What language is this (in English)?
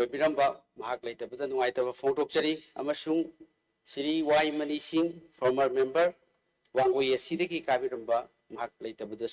Manipuri